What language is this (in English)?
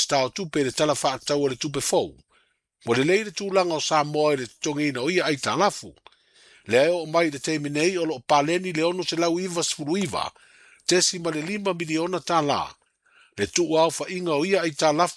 Samoan